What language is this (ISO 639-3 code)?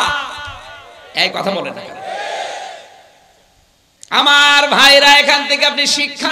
ben